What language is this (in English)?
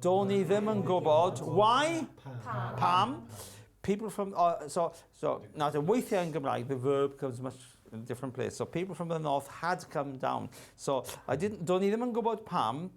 Welsh